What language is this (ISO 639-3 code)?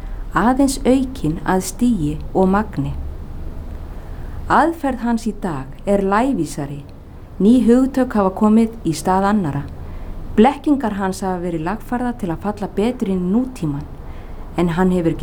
isl